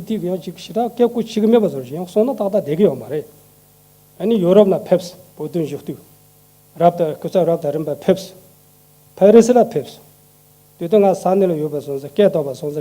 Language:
Tibetan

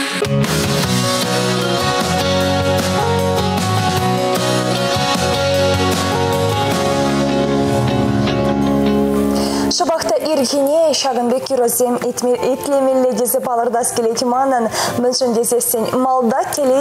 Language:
Chuvash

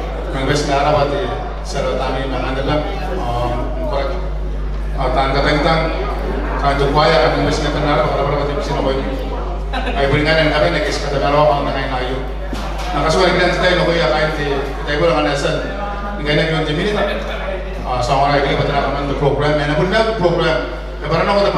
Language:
Gilbertese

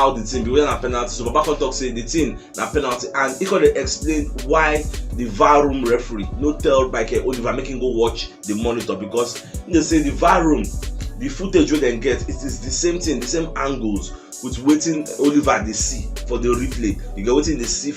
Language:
Nigerian Pidgin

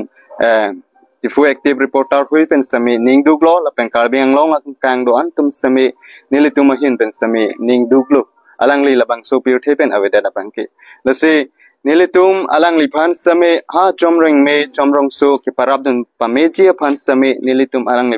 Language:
Karbi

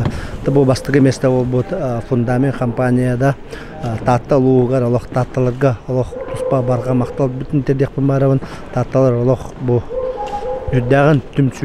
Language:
Yakut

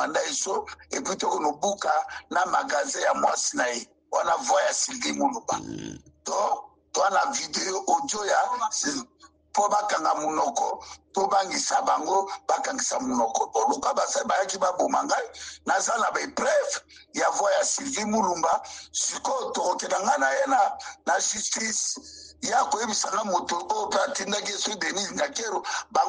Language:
Lingala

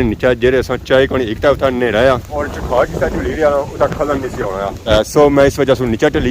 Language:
Pahari-Potwari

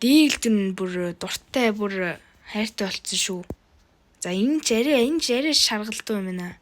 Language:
Mongolian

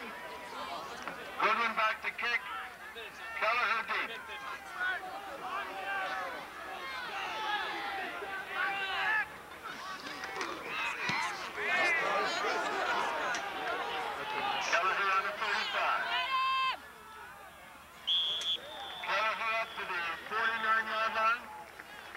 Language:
English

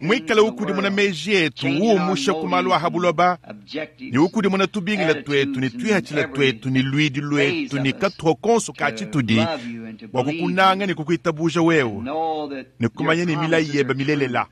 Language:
Luba-Lulua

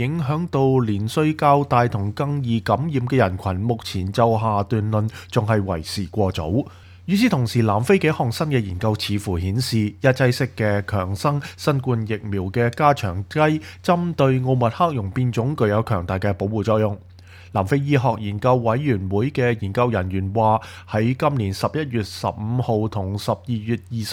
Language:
Cantonese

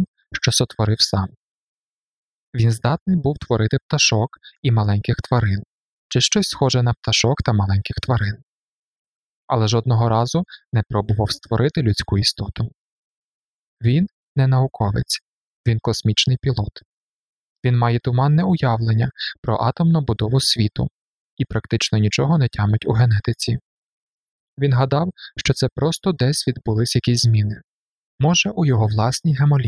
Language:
Ukrainian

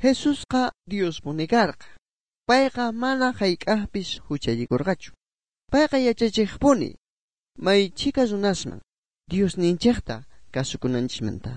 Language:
South Bolivian Quechua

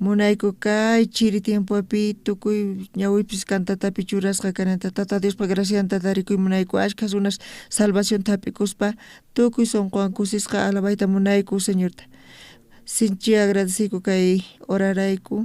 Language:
South Bolivian Quechua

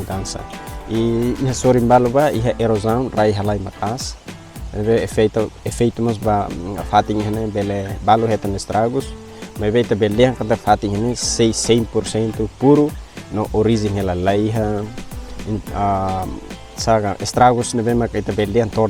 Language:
Tetum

